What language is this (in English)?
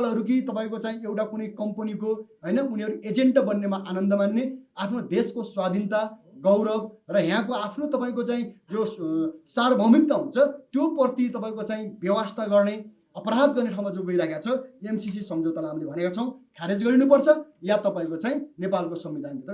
Nepali